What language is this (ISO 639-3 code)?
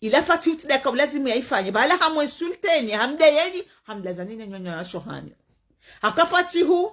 zdj